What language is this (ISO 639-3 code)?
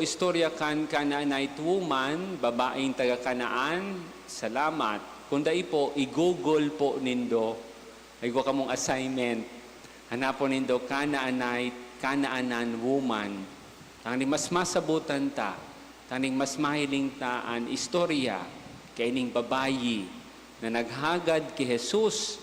bik